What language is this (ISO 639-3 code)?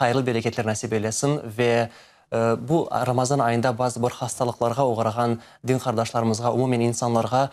crh